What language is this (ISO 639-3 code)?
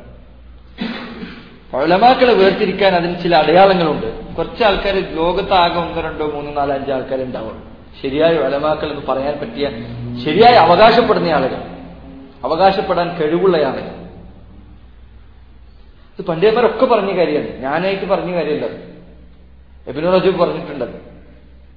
mal